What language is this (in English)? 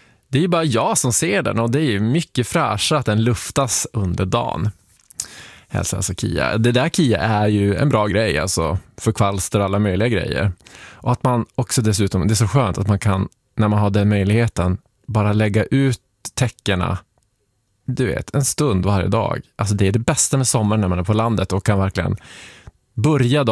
Swedish